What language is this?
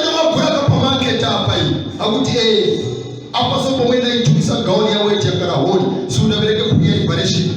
Nyanja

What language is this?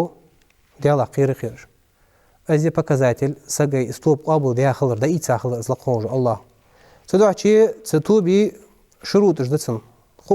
Ingush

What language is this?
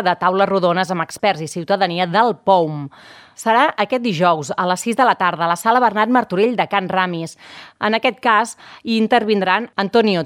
Catalan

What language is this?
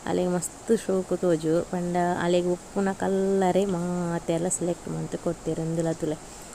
Tulu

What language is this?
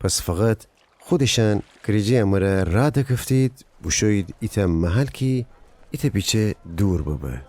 Gilaki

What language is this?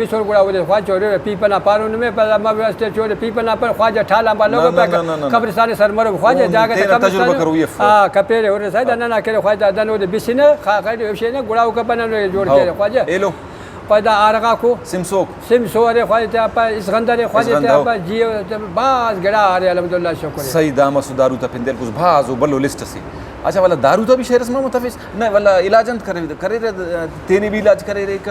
Brahui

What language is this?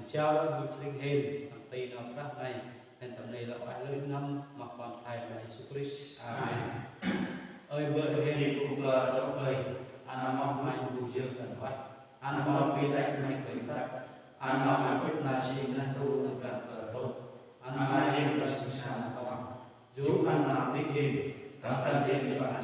Central Mnong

